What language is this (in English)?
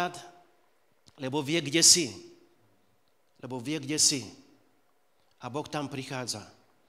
Slovak